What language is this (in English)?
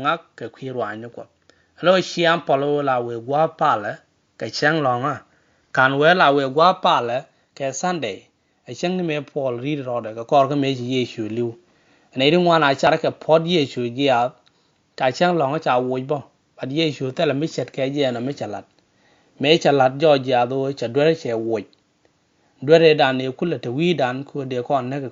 Nuer